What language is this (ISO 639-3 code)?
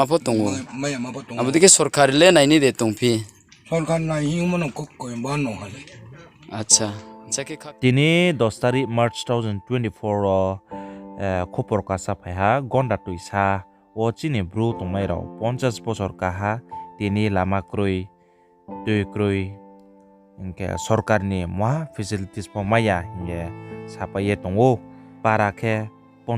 ria